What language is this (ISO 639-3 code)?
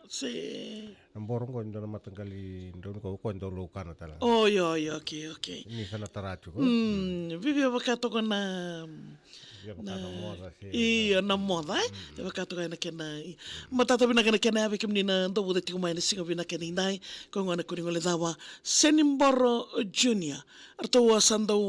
fij